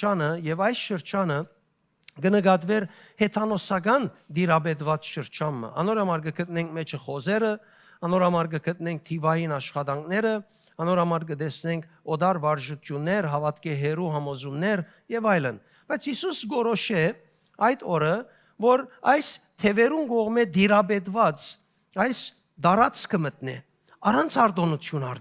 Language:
Western Armenian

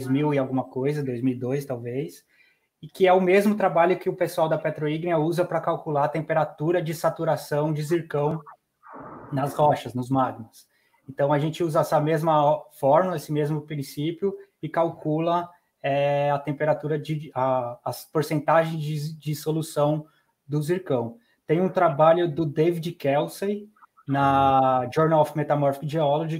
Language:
Portuguese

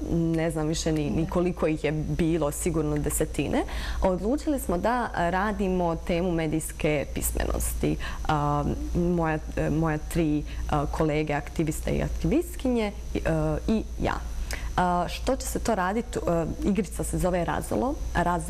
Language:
Bosnian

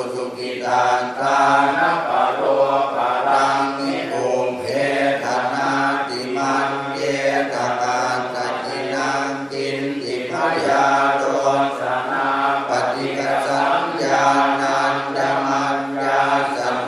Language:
Pali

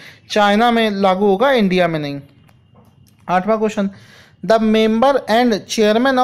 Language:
Hindi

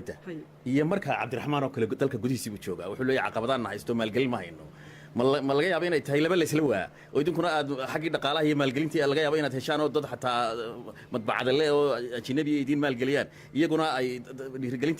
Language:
Somali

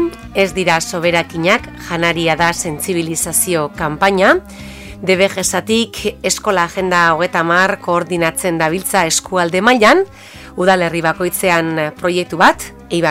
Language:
Basque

